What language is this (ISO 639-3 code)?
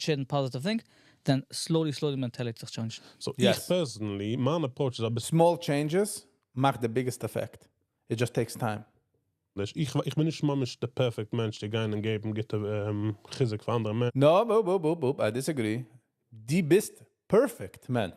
yid